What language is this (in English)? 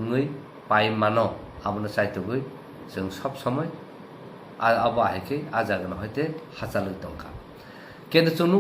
Kok Borok